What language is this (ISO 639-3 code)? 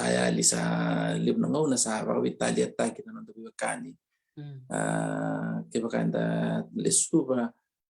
fij